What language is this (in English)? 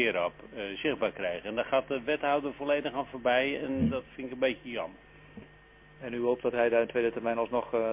Dutch